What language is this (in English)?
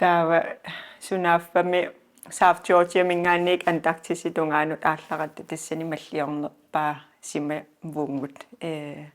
Kalaallisut